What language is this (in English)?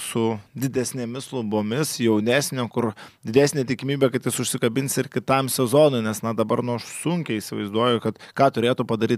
Lithuanian